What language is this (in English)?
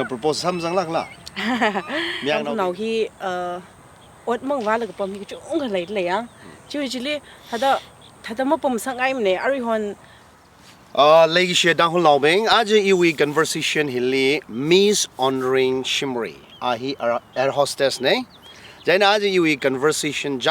Tangkhul Naga (India)